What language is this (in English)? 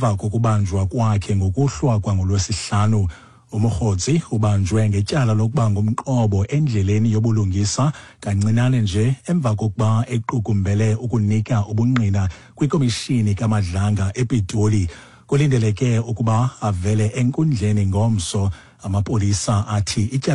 Xhosa